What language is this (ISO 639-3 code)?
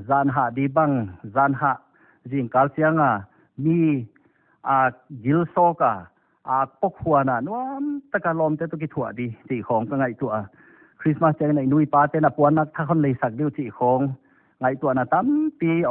pck